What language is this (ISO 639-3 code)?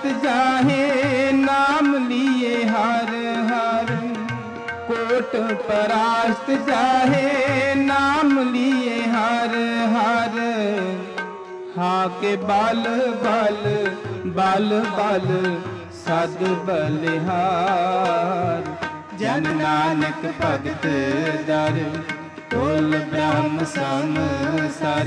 pan